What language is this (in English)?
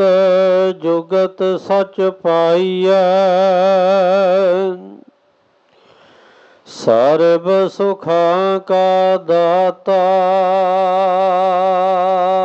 Punjabi